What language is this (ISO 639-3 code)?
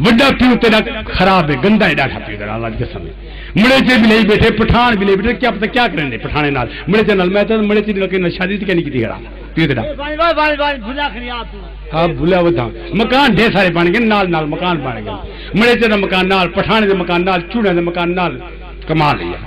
skr